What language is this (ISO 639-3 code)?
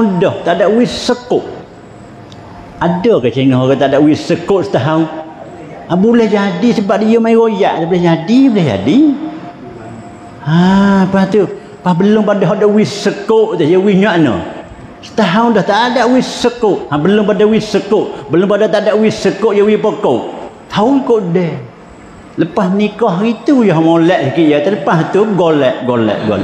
msa